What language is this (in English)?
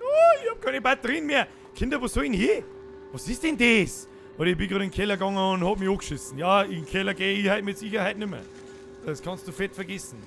Bavarian